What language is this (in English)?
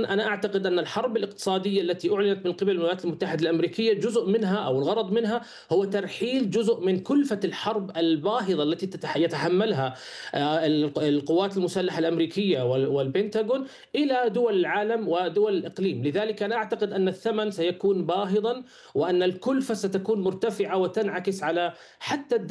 Arabic